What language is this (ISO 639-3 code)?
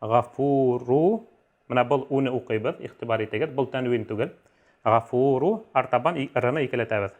bak